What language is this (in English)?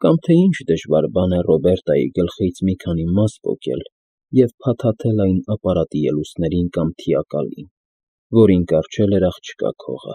Armenian